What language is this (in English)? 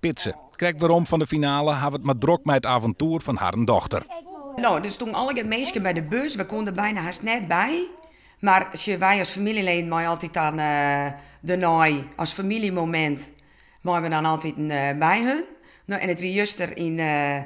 Western Frisian